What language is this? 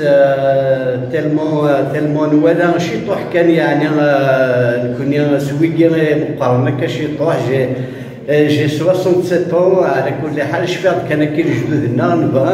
Kabyle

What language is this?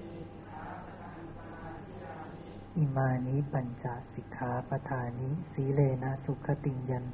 Thai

